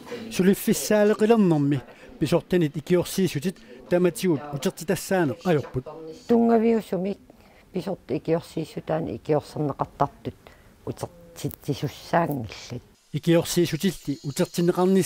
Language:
Kalaallisut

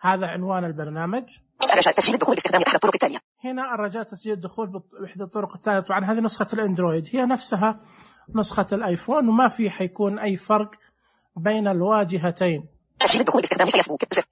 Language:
Najdi Arabic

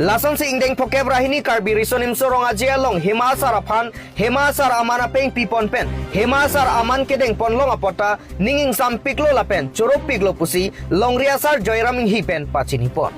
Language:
Karbi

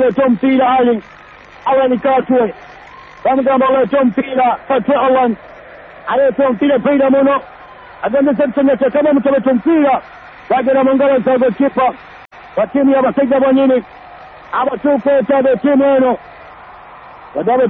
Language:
Swahili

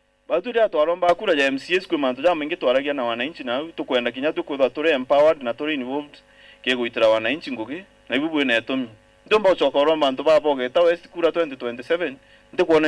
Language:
Meru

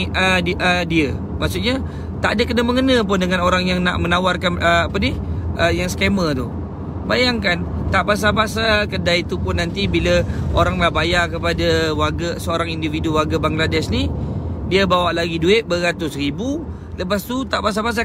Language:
Malay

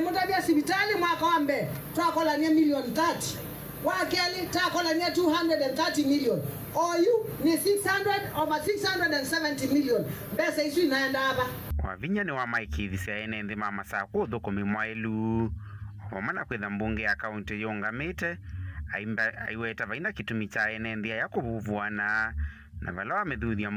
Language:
Kamba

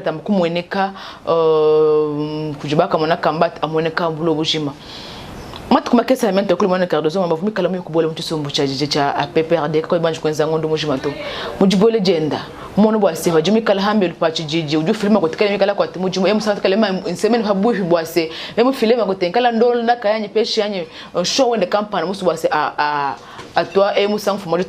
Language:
Luba-Lulua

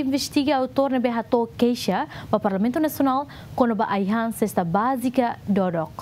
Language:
Tetum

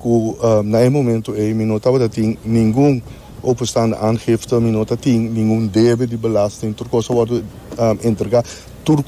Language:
Papiamento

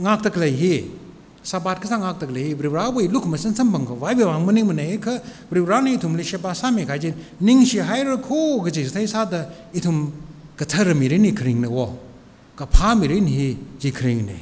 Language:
Tangkhul Naga (India)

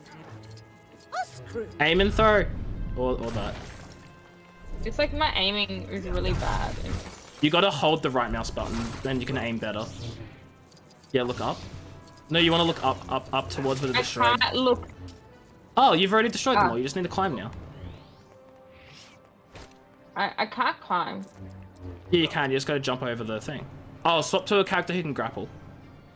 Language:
English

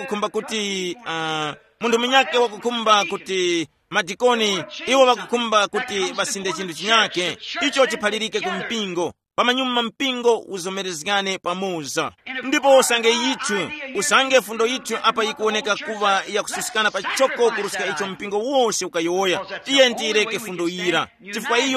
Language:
Tumbuka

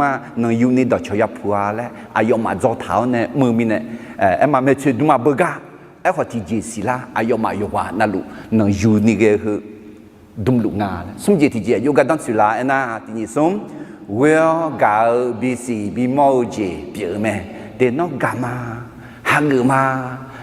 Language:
Akha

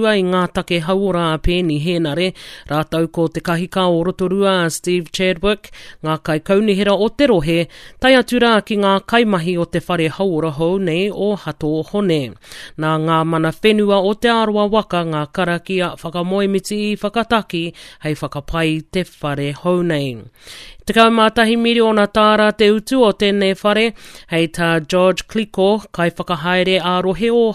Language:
Māori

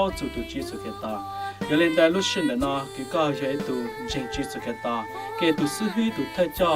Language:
Hmong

